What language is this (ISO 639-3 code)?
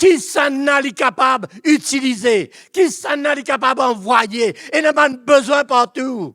mfe